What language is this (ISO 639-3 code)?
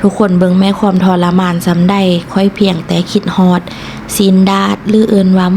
lao